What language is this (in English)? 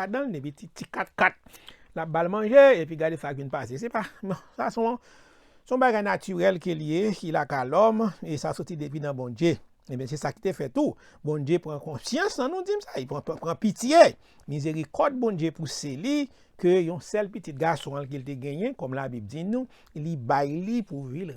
Haitian Creole